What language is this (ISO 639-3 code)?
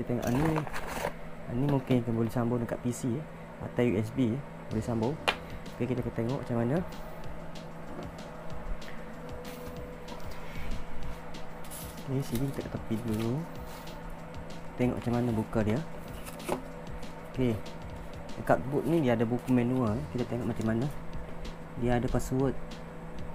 msa